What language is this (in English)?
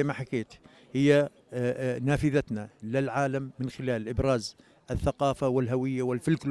North Levantine Arabic